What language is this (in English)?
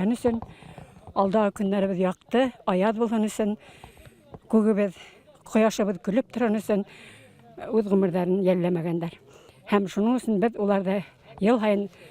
Bashkir